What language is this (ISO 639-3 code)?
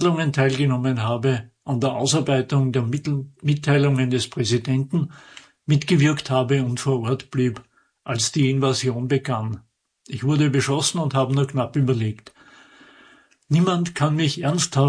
deu